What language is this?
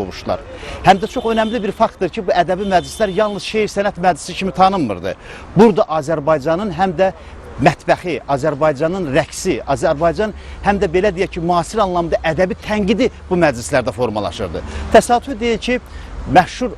Azerbaijani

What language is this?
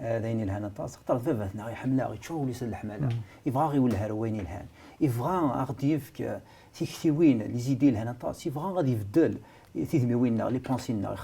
Kabyle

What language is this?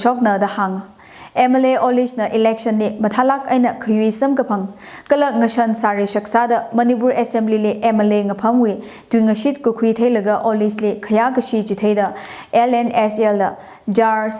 Tangkhul Naga (India)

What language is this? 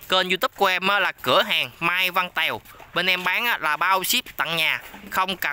Vietnamese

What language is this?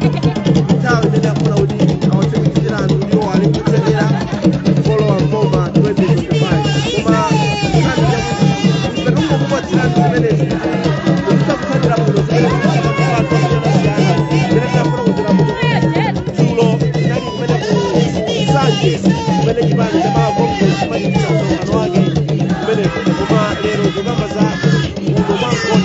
Nyanja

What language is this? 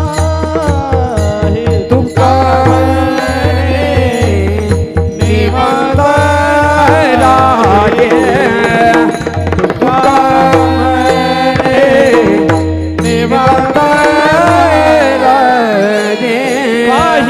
Marathi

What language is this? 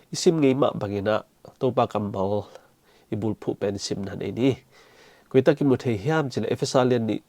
Tedim Chin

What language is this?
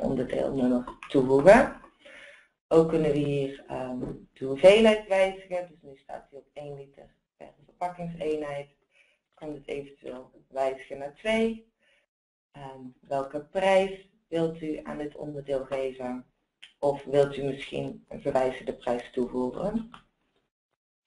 Dutch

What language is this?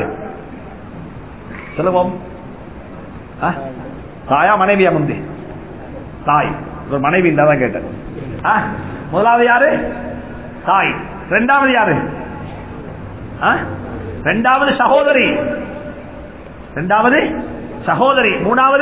Tamil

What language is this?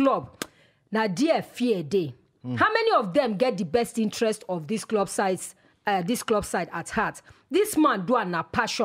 Nigerian Pidgin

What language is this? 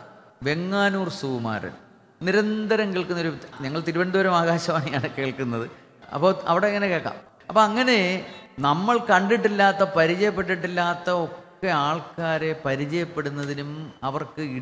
Malayalam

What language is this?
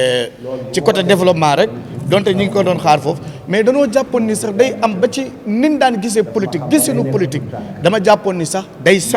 Wolof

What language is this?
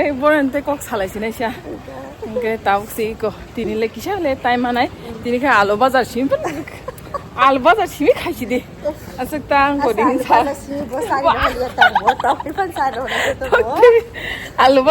Kok Borok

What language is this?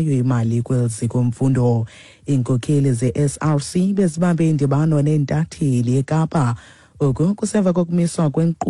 Xhosa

